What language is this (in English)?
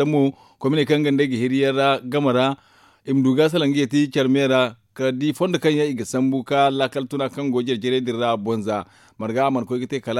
Zarma